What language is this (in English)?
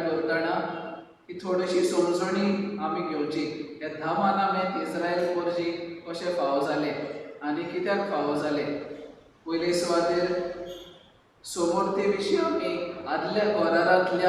Konkani